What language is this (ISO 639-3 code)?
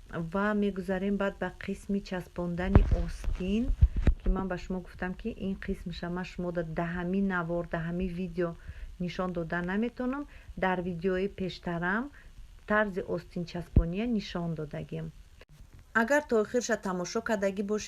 tgk